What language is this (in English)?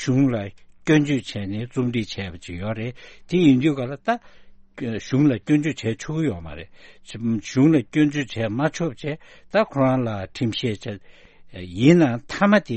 Tibetan